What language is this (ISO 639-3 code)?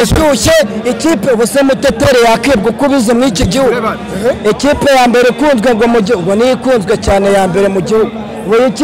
kin